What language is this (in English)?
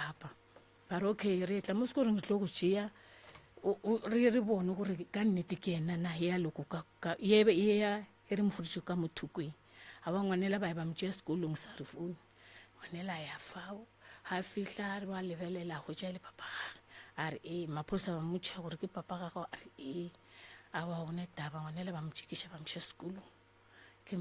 Northern Sotho